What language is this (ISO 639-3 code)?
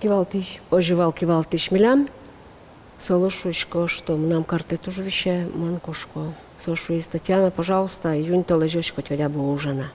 udm